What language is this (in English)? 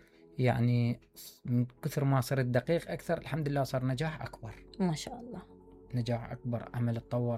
Mesopotamian Arabic